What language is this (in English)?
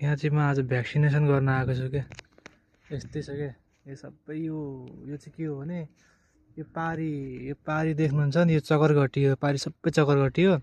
Nepali